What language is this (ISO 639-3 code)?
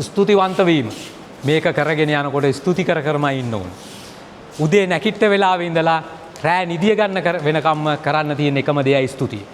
sin